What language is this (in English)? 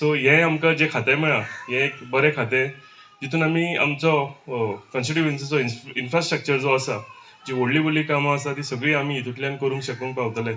Konkani